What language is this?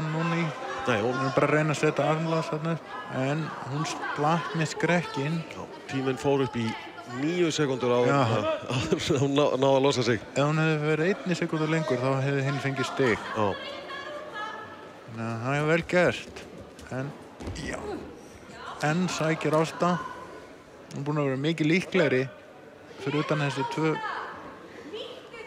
Icelandic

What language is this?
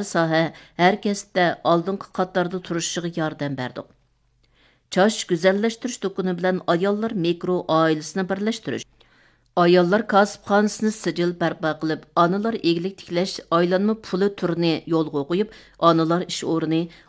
Uyghur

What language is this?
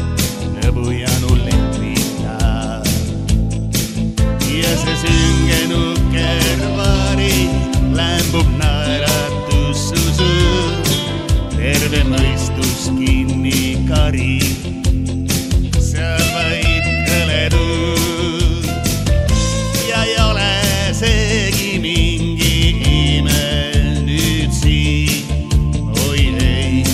Estonian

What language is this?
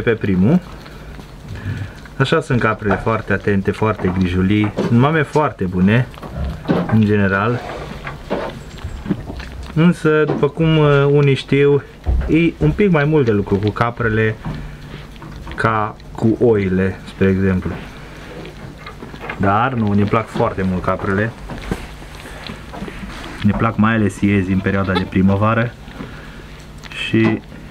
Romanian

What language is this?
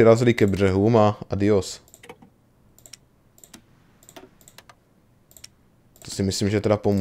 Czech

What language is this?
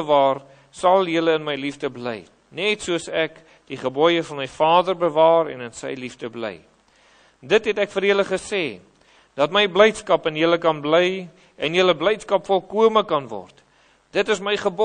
Afrikaans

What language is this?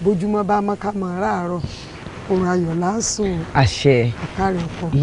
Yoruba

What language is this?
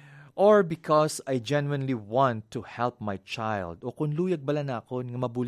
Hiligaynon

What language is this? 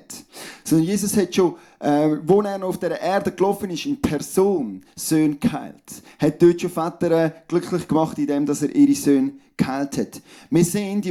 Swiss German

